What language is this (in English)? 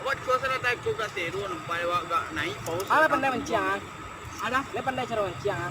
Minangkabau